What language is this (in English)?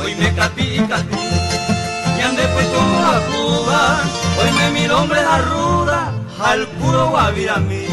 Guarani